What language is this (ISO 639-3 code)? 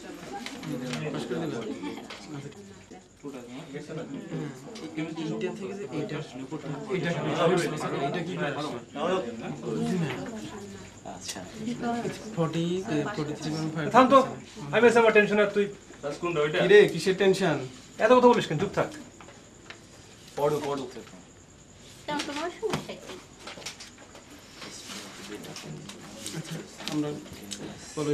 ben